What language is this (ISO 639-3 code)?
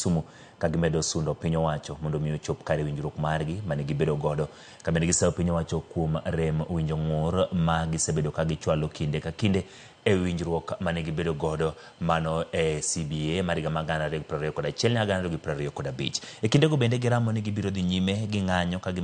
luo